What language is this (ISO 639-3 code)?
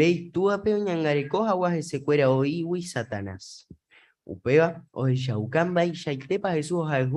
grn